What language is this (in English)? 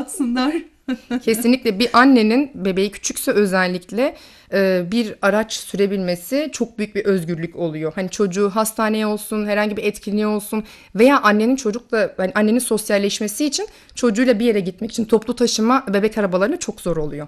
Turkish